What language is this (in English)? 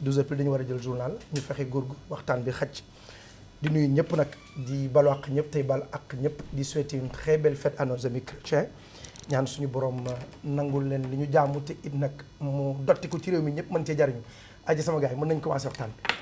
Wolof